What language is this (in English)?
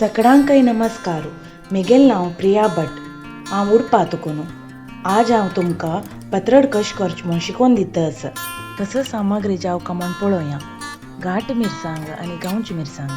Konkani